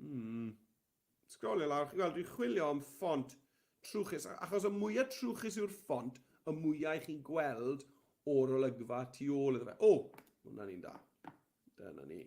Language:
Welsh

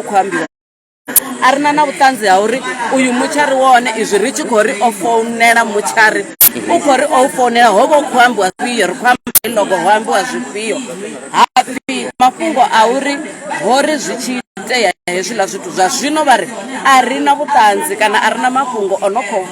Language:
Venda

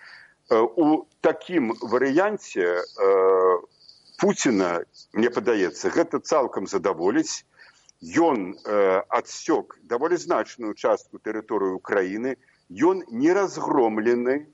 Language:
Belarusian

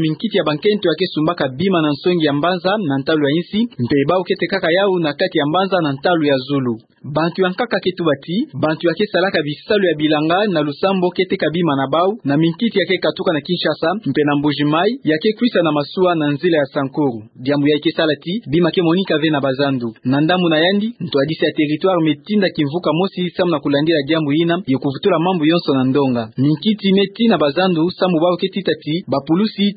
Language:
Kituba (Democratic Republic of Congo)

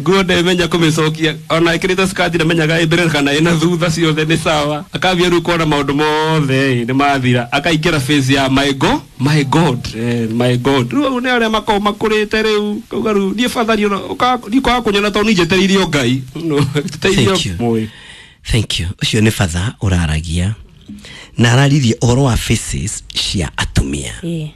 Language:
Kikuyu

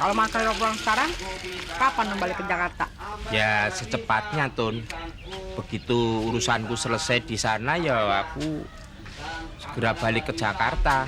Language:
Betawi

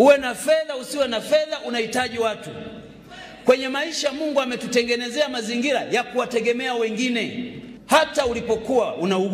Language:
Swahili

